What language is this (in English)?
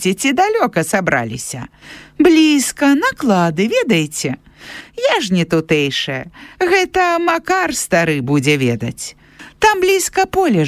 Belarusian